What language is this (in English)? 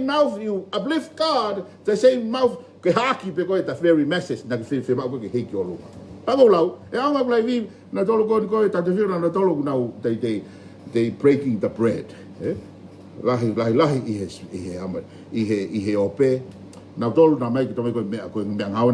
Tongan